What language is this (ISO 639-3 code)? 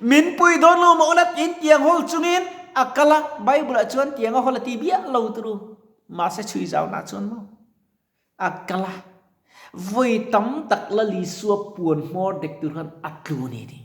lus